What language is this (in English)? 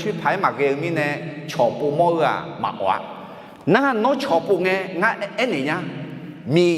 Akha